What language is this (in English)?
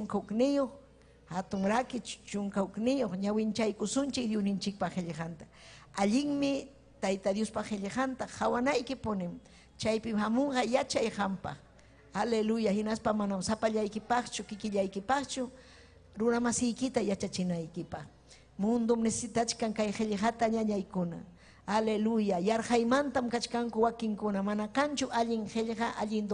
Ayacucho Quechua